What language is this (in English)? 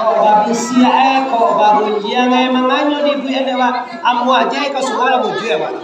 Minangkabau